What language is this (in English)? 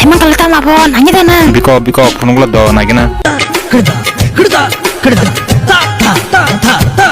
Kok Borok